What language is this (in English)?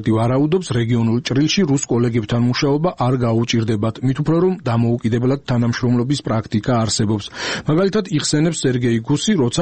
Georgian